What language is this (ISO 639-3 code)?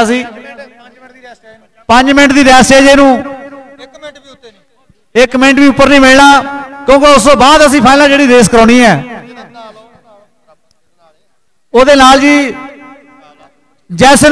pan